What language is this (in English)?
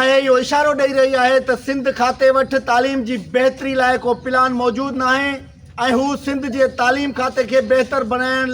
Sindhi